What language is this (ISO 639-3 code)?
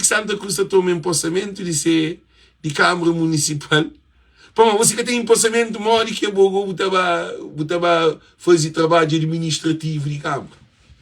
kea